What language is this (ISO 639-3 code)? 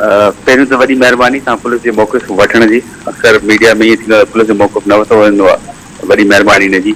snd